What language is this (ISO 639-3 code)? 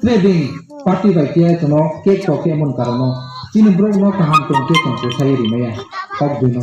ria